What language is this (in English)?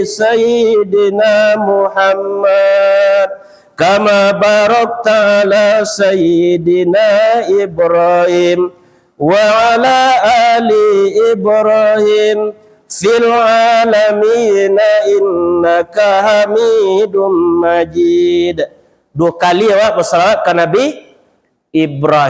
Minangkabau